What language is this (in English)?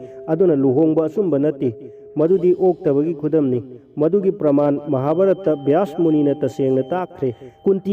Manipuri